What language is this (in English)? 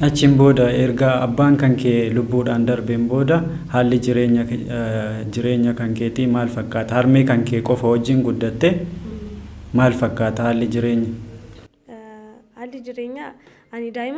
Oromo